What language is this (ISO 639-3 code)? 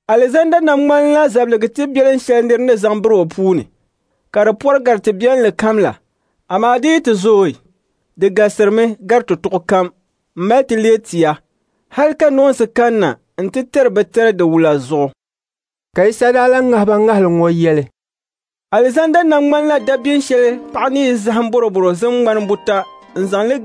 dag